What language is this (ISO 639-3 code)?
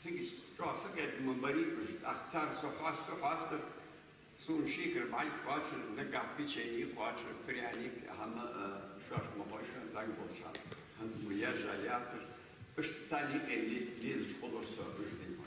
inh